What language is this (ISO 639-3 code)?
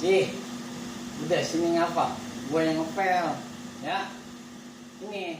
bew